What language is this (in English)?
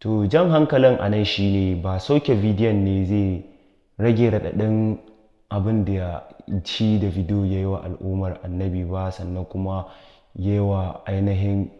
Hausa